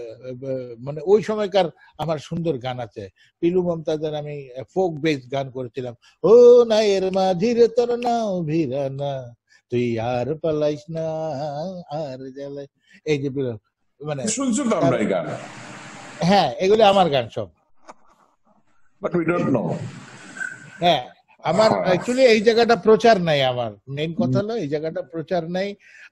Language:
Bangla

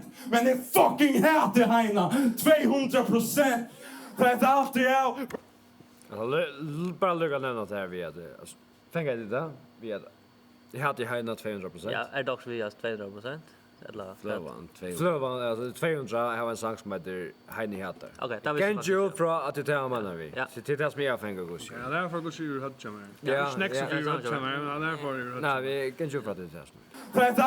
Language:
Faroese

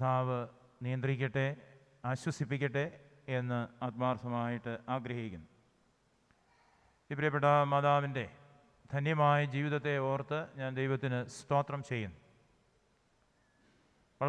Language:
Malayalam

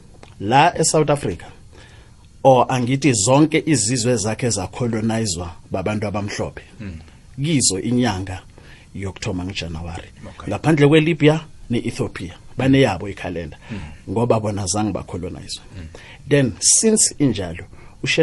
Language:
South Ndebele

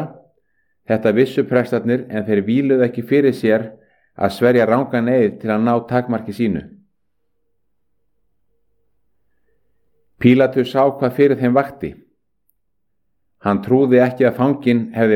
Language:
Icelandic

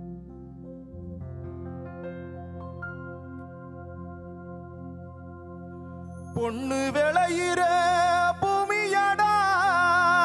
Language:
Tamil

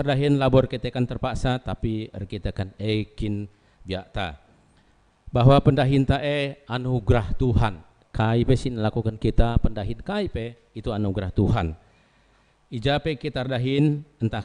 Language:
Batak Karo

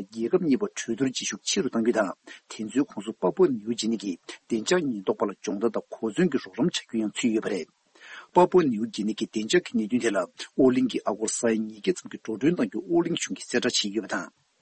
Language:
Tibetan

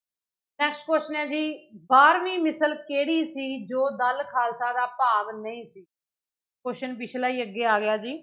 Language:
Punjabi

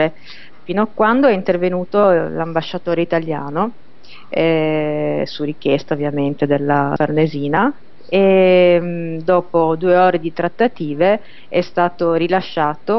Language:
Italian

